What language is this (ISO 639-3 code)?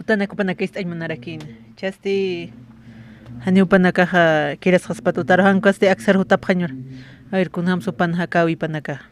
aym